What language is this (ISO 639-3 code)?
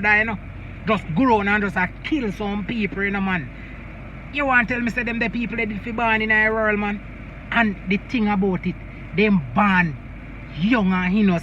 jam